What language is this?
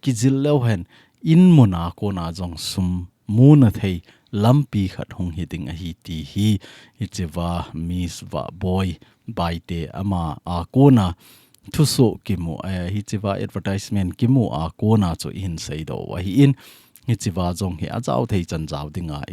Thado Chin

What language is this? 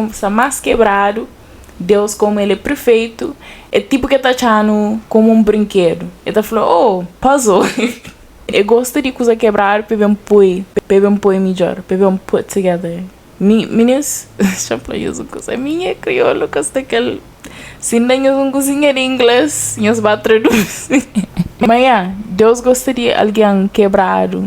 Kabuverdianu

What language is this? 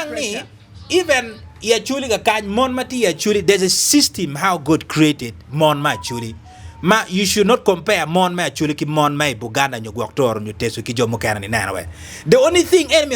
Acoli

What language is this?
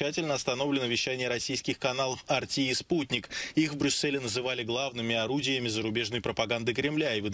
Russian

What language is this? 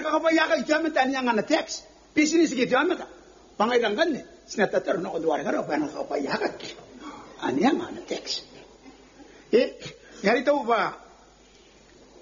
Gilbertese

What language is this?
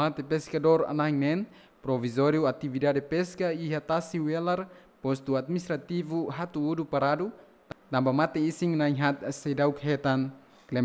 Tetum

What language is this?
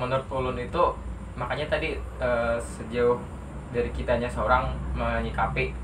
Banjar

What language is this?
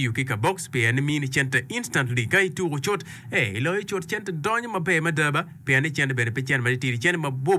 Acoli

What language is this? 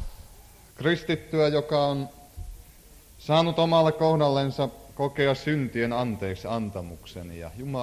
Finnish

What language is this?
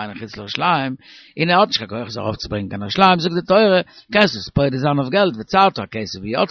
Yiddish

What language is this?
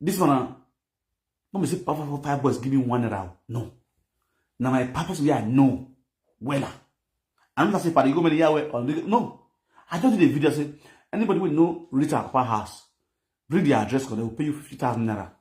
Nigerian Pidgin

